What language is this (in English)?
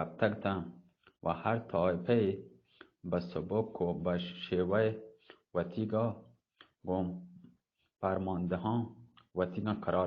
Eastern Balochi